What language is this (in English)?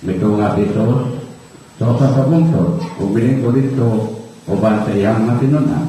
Cebuano